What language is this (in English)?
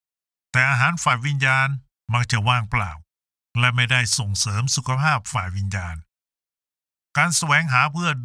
Thai